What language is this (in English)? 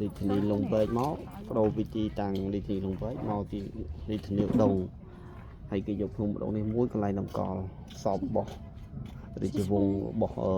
Khmer